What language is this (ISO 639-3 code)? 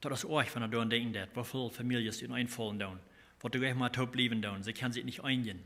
pdt